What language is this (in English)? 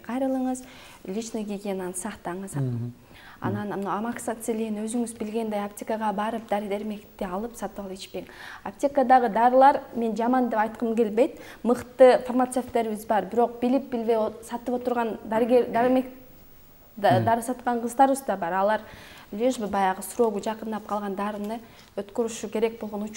Kyrgyz